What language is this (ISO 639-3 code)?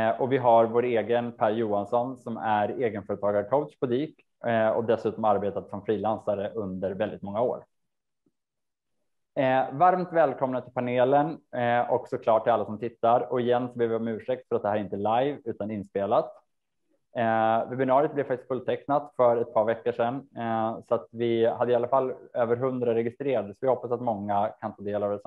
swe